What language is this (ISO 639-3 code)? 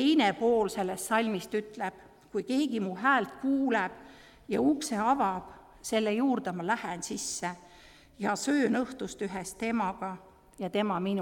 est